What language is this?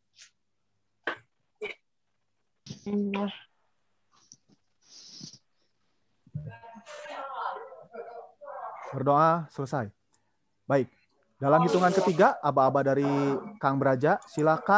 Indonesian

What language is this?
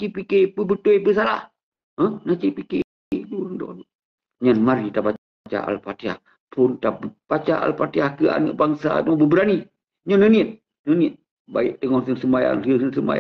Achinese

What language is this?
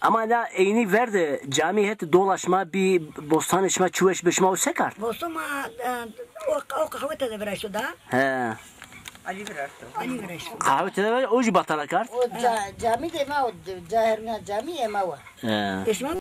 Zaza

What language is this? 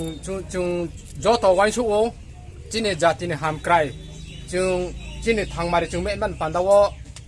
Riang (India)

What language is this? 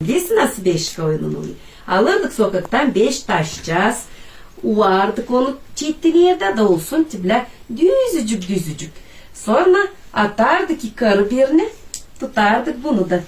Gagauz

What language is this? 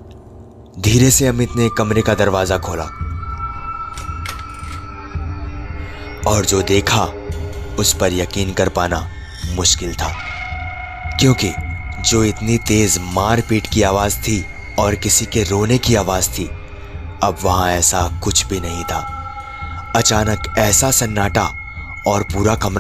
Hindi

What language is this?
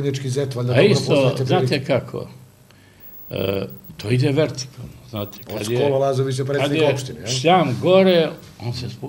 Serbian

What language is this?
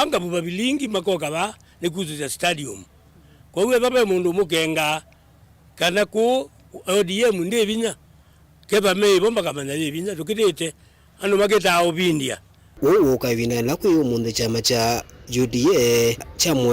Kamba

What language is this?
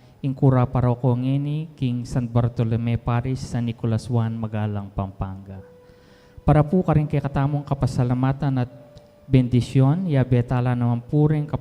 Pampanga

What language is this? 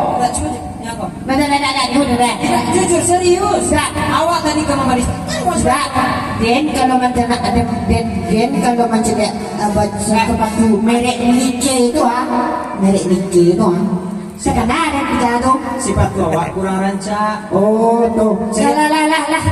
Minangkabau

